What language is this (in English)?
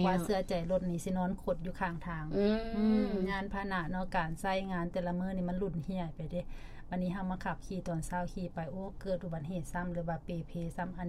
Lao